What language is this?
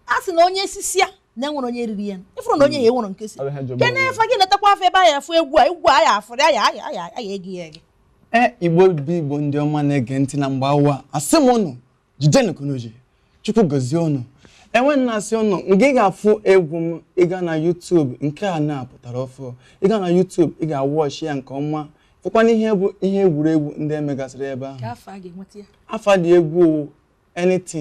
Igbo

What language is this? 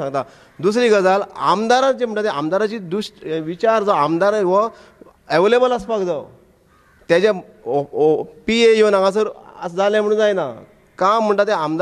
Konkani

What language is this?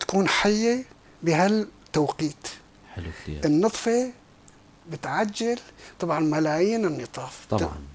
North Levantine Arabic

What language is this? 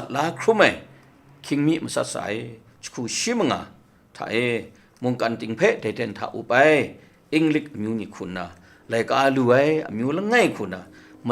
Kachin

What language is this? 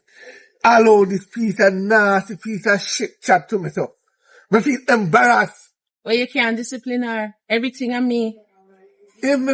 Jamaican Creole English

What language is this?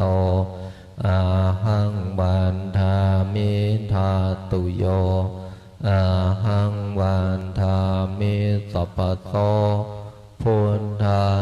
Pali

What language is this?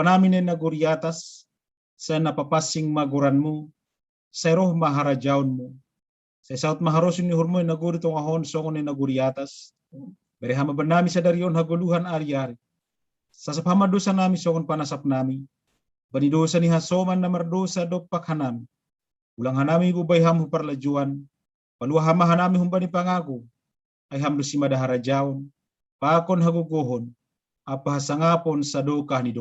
Batak Simalungun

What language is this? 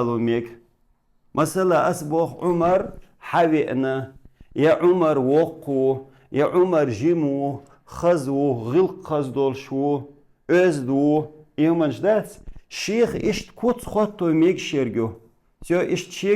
Chechen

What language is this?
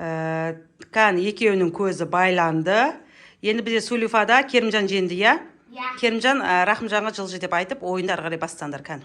Kazakh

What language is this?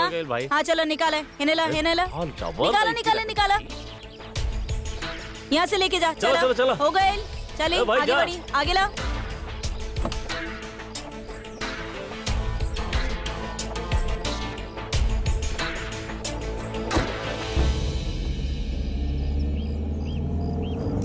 Bhojpuri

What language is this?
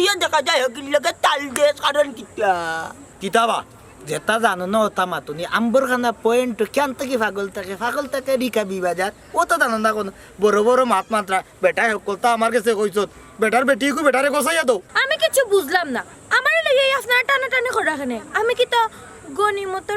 Sylheti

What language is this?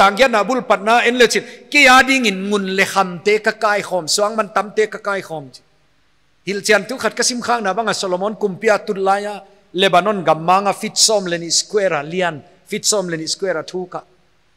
Paite Chin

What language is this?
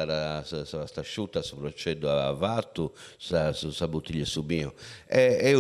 Sardinian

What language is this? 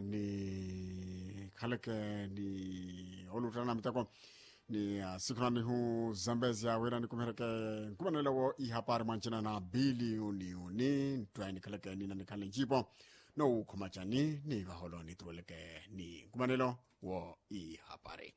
Makhuwa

